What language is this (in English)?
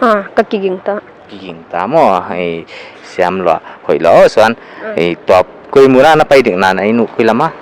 Paite Chin